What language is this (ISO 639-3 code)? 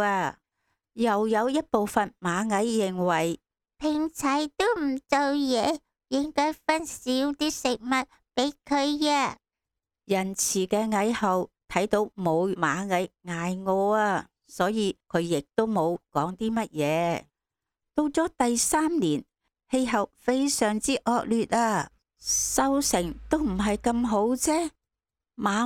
yue